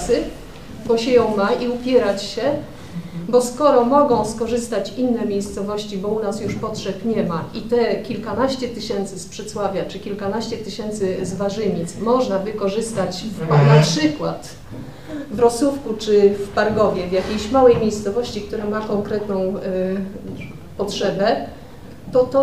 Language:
Polish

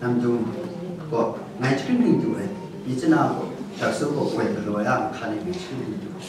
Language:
Kachin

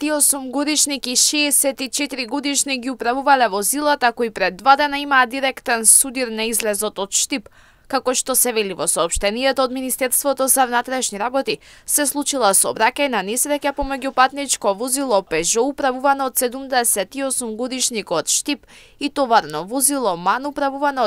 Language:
Macedonian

